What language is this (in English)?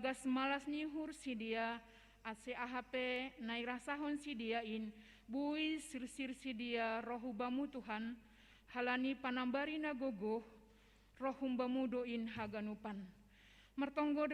Batak Simalungun